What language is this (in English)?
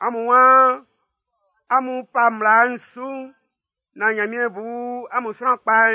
Baoulé